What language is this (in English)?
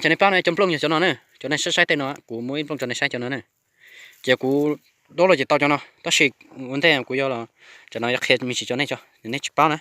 Hmong